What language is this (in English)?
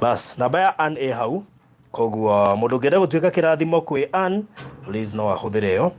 Kikuyu